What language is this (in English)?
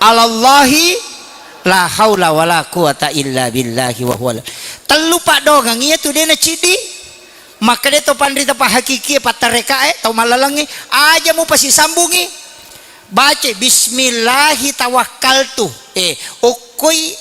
Buginese